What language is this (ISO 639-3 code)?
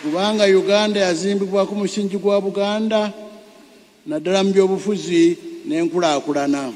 lug